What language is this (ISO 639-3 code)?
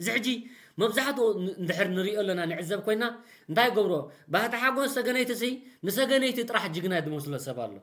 tir